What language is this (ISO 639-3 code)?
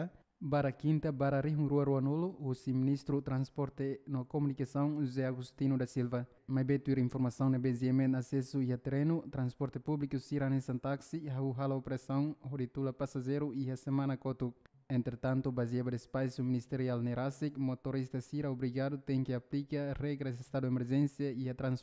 tet